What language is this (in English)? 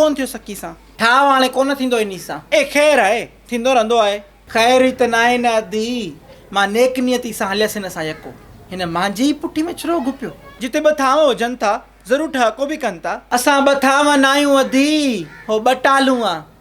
Sindhi